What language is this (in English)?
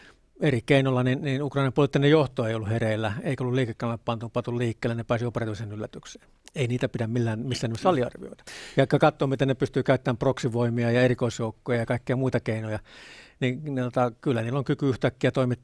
Finnish